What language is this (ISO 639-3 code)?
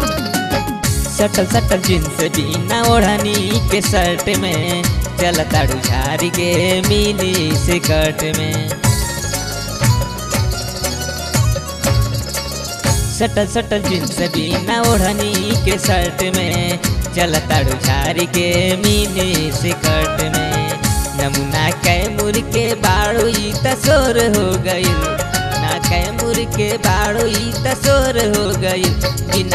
bho